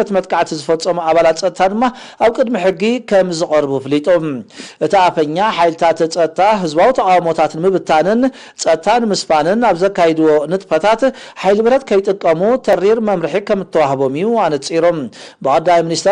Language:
Tigrinya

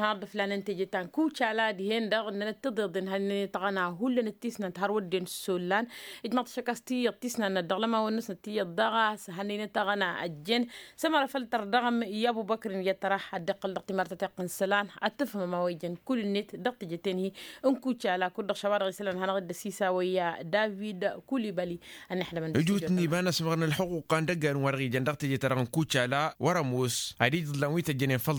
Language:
Tamasheq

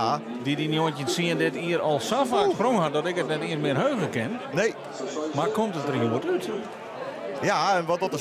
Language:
Western Frisian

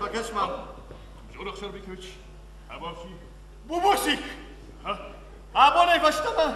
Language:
Ossetic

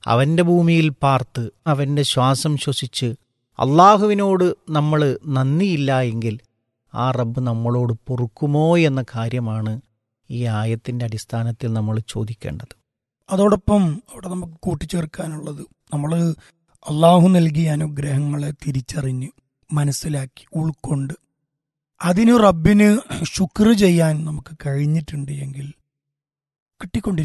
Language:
Malayalam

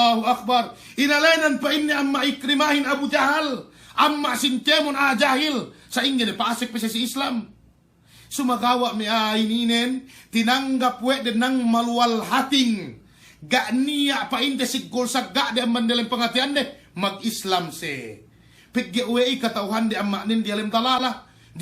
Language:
Yakan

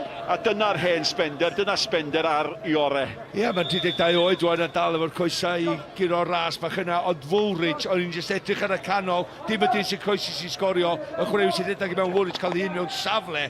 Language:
Welsh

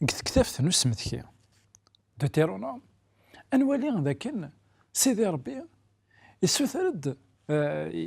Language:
Kabyle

